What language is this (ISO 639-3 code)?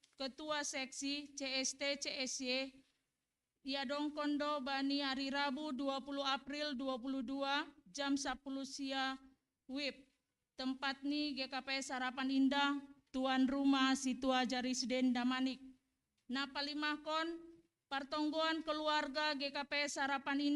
bts